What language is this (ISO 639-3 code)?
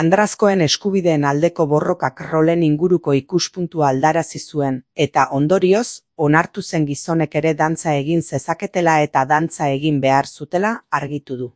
eus